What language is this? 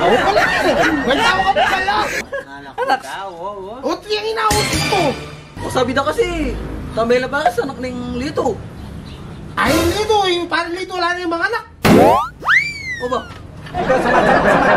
Pampanga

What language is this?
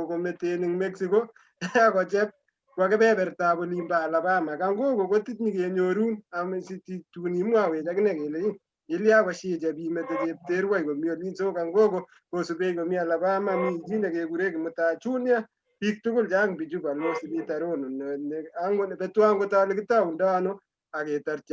Kalenjin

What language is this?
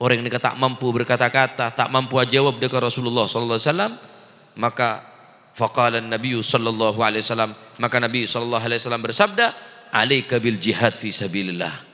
Madurese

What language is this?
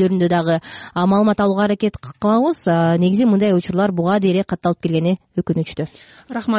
Kyrgyz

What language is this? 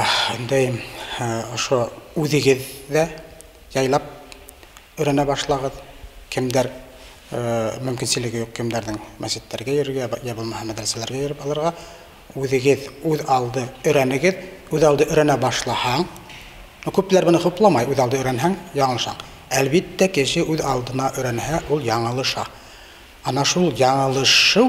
Bashkir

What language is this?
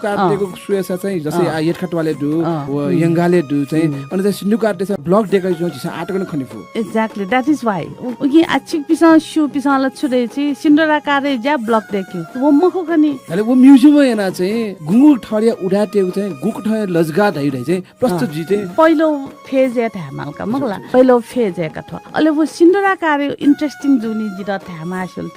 Newari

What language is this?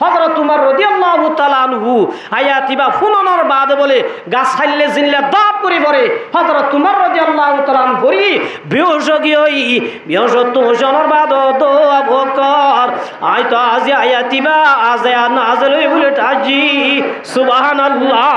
Rohingya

